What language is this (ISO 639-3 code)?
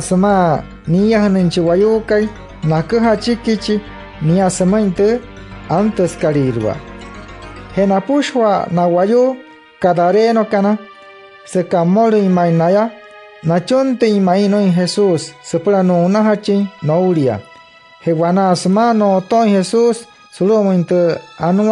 guc